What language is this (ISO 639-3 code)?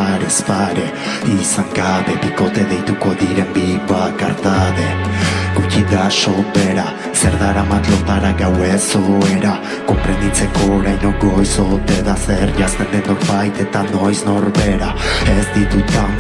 eus